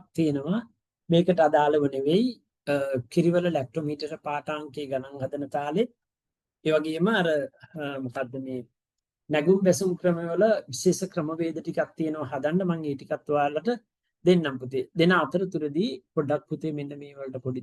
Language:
Sinhala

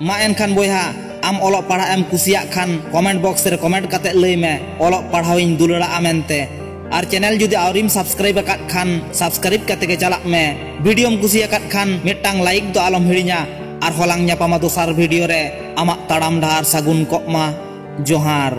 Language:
Santali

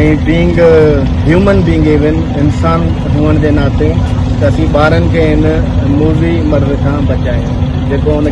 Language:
Sindhi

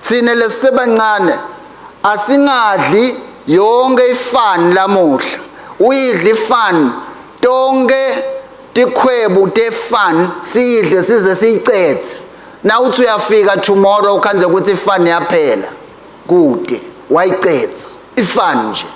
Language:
Swati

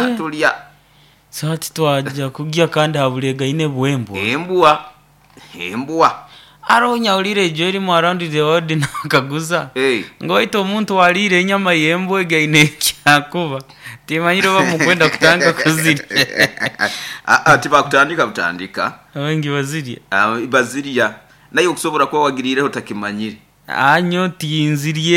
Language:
Nyoro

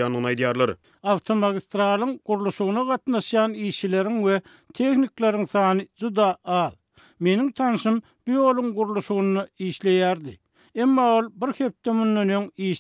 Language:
Turkmen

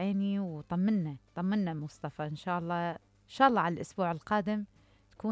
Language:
Mesopotamian Arabic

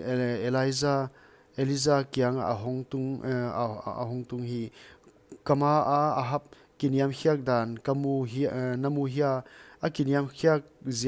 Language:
Paite Chin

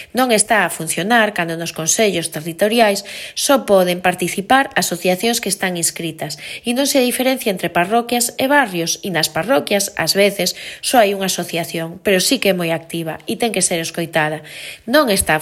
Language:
Galician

